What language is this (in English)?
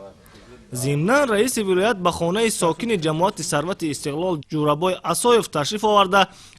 Tajik